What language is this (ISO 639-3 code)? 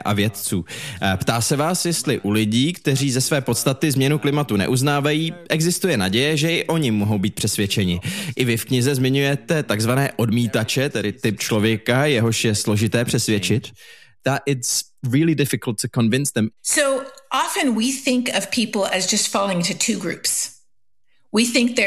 ces